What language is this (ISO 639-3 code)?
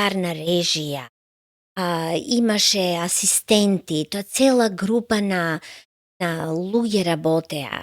mkd